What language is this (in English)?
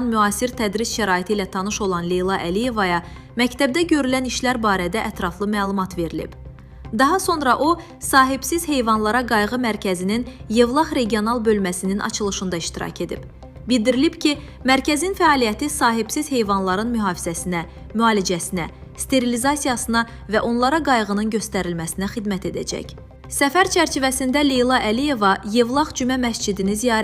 Azerbaijani